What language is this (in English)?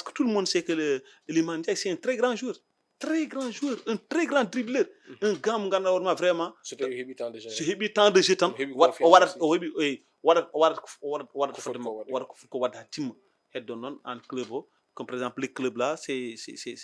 Fula